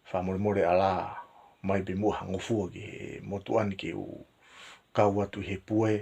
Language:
Tongan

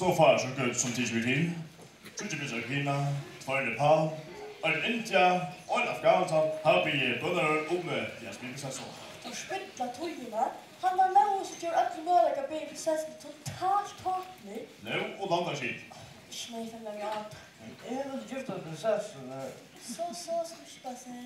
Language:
Faroese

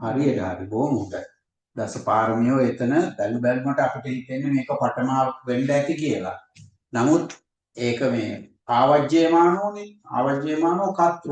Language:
Sinhala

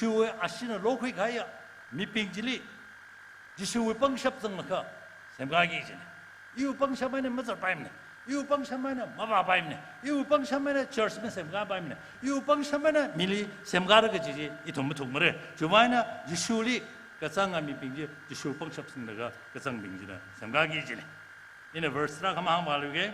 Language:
Tangkhul Naga (India)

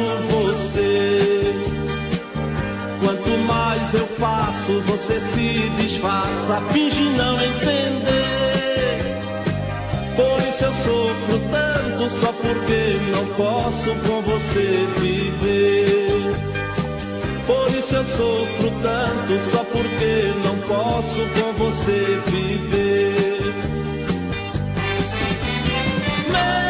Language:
Portuguese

